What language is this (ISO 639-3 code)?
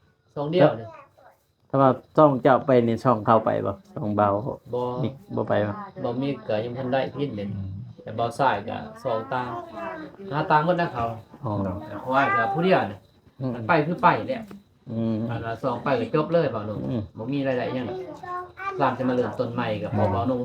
lao